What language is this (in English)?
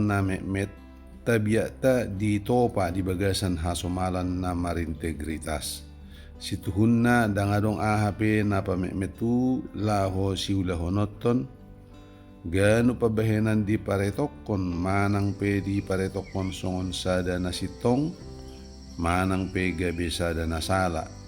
Batak Toba